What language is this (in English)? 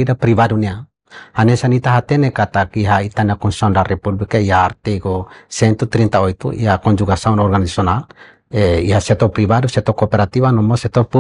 Tetum